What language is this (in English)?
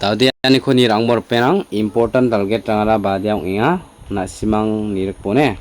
Garo